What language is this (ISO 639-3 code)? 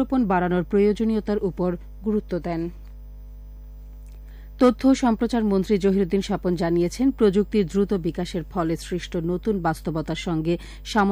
ben